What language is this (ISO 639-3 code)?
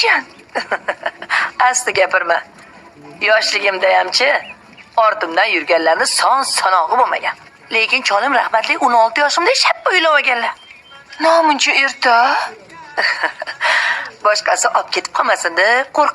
uzb